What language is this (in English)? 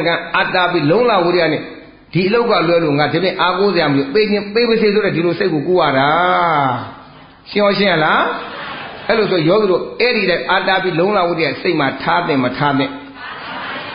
Burmese